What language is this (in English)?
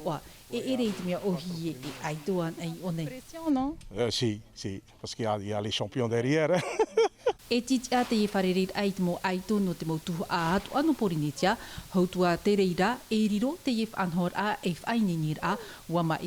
Tahitian